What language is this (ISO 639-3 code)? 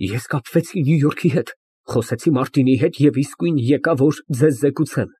hye